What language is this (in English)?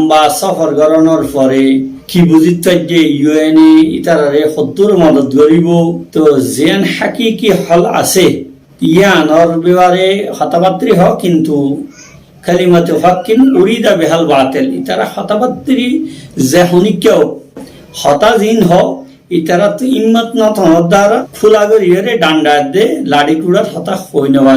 Rohingya